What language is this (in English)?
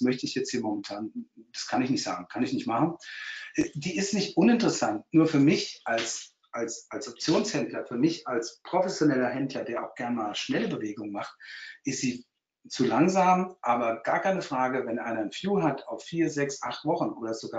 German